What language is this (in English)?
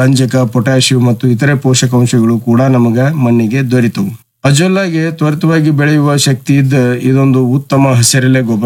Kannada